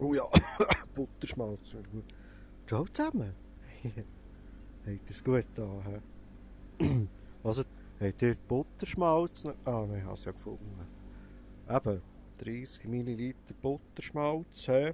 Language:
Swiss German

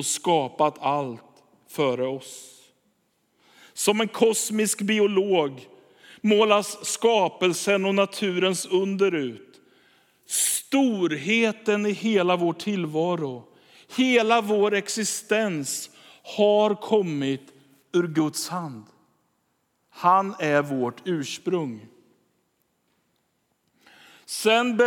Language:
Swedish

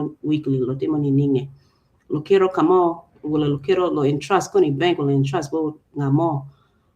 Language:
Acoli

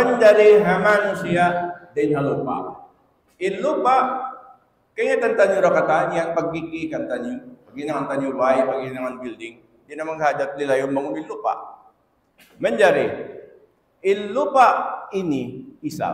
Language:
Tausug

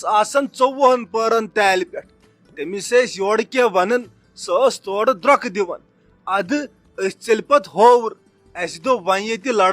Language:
Kashmiri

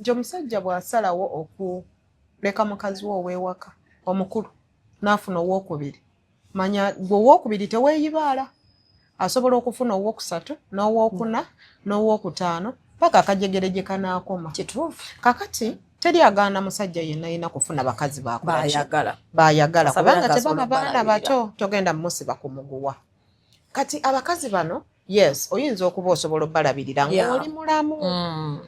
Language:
Ganda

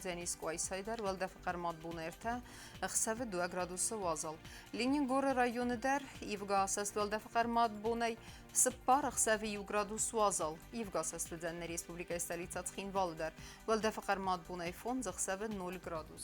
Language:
Ossetic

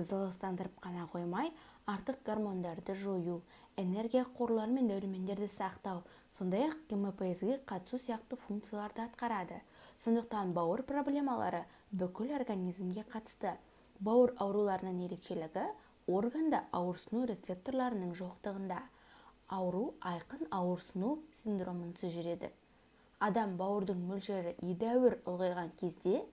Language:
Kazakh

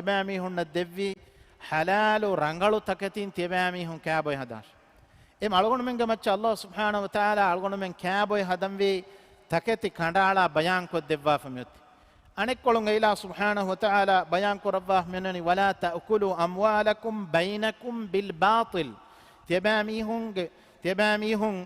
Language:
Divehi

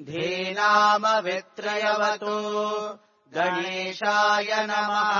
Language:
Sanskrit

